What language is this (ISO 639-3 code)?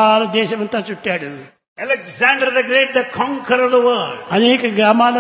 tel